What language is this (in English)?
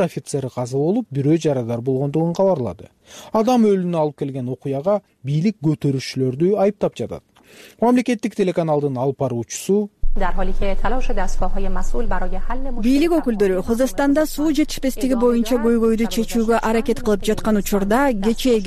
Kyrgyz